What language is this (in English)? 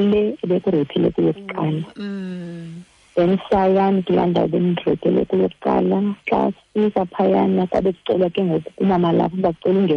Xhosa